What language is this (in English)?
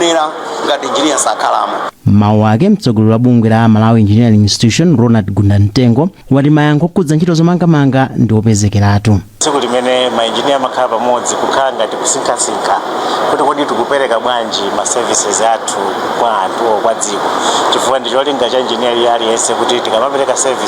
Nyanja